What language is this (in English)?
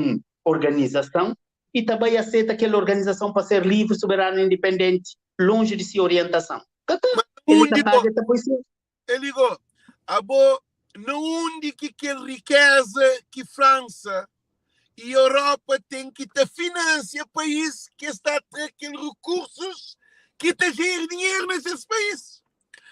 Kabuverdianu